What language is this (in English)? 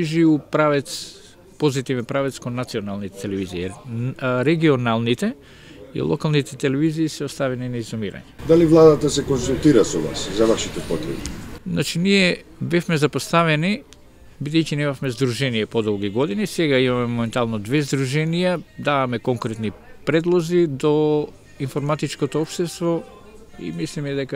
Macedonian